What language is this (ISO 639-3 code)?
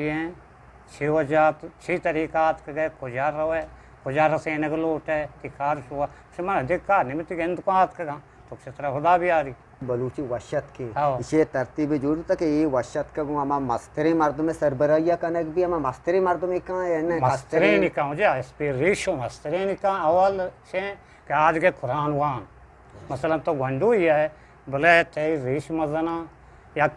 bgp